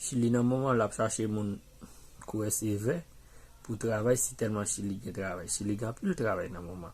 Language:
Haitian Creole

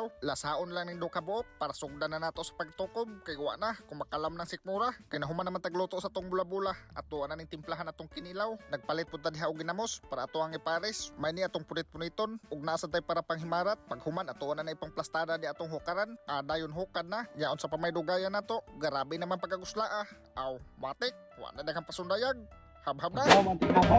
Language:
Cebuano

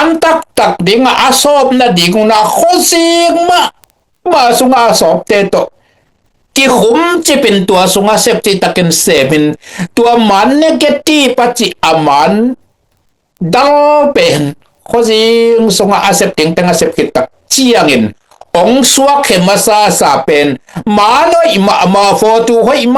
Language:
Tedim Chin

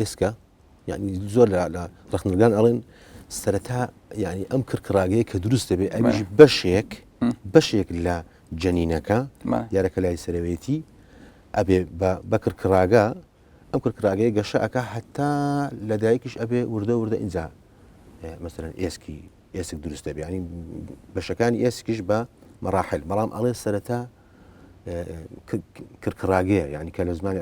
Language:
Central Kurdish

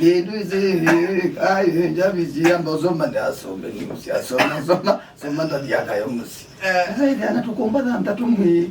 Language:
Kamba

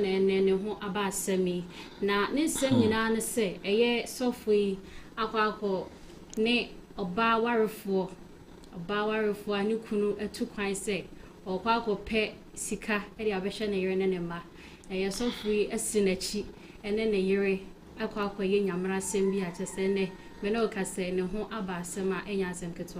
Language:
Akan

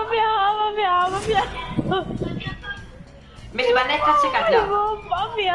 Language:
Morisyen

